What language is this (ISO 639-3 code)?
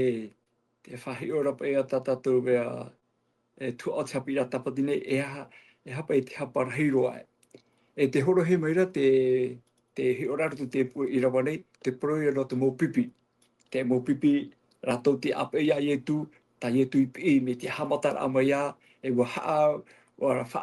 tah